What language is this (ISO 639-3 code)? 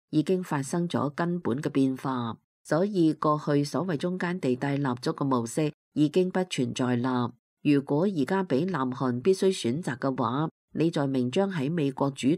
yue